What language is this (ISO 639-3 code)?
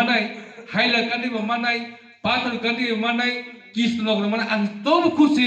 ria